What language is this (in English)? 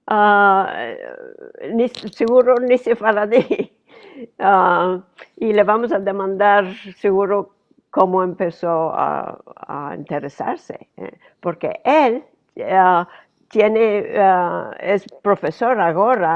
Ladino